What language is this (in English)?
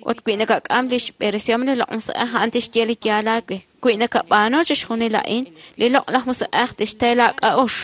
Kekchí